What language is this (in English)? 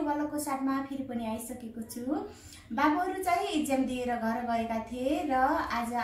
Nepali